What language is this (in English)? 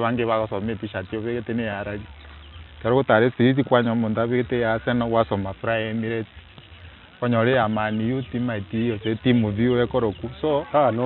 Gusii